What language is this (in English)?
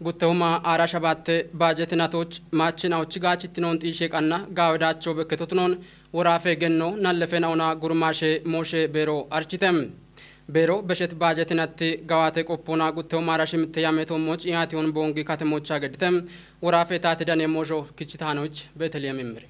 Kafa